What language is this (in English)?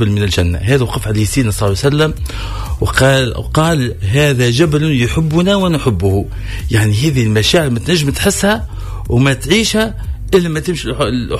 Tunisian Arabic